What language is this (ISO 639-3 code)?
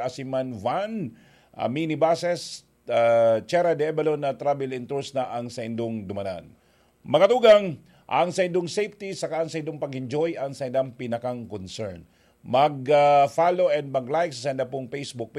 bik